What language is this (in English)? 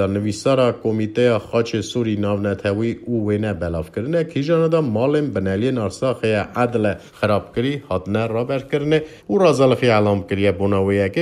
Kurdish